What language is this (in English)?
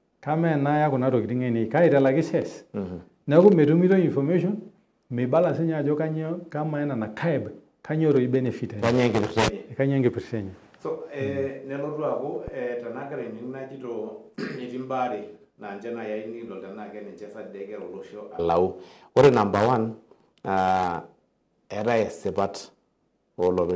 Masai